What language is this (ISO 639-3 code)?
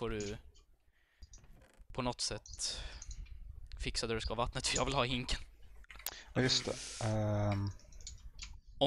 swe